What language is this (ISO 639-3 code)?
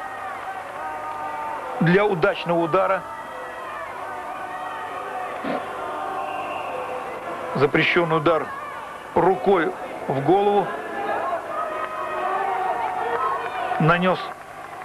rus